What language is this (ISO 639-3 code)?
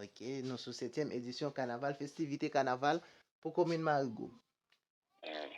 hat